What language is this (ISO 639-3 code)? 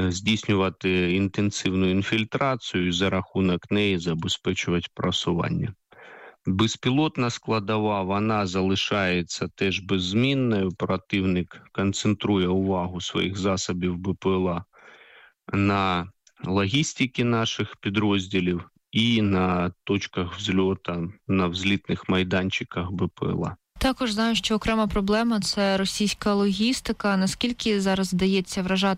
ukr